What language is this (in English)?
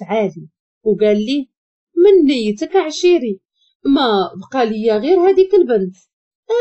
Moroccan Arabic